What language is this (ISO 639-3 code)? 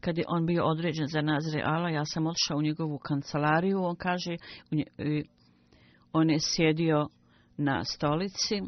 bos